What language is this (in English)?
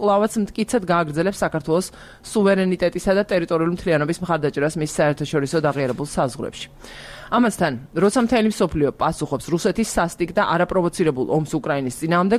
Georgian